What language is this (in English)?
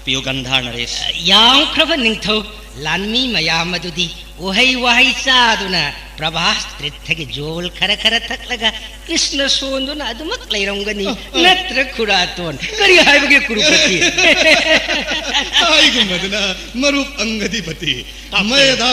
Manipuri